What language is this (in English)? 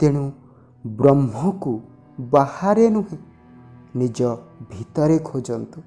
Odia